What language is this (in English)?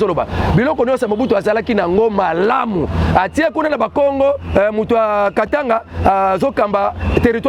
Lingala